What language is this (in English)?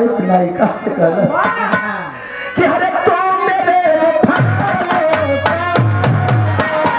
Bhojpuri